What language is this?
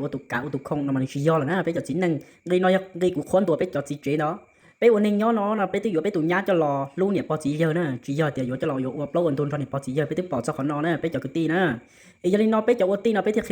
Hmong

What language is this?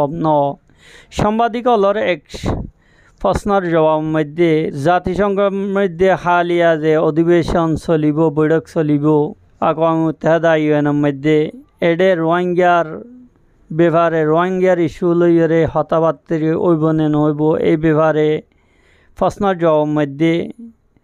Rohingya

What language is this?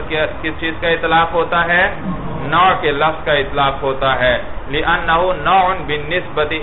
Urdu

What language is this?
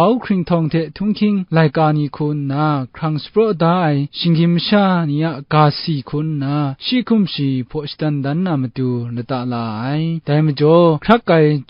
Kachin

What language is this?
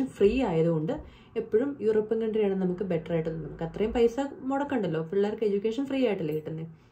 Malayalam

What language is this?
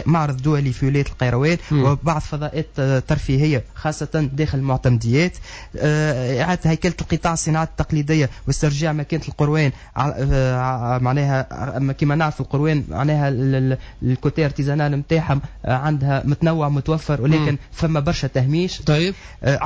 Tunisian Arabic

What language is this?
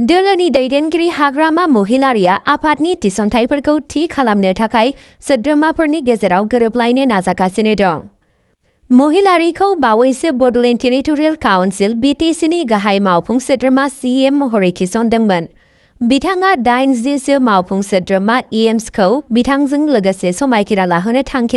Bodo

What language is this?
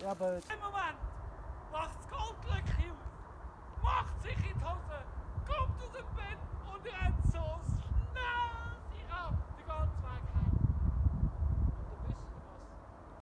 Swiss German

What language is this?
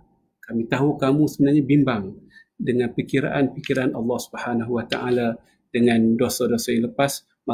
Malay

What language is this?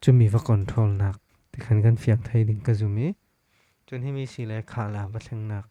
Falam Chin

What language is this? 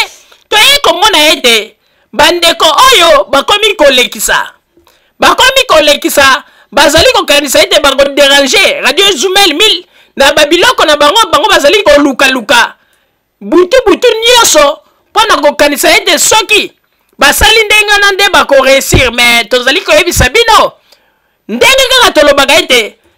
Lingala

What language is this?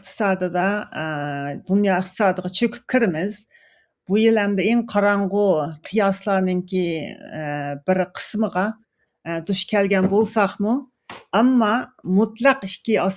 Uyghur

